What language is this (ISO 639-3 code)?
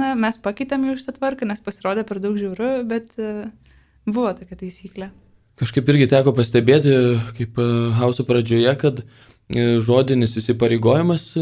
lit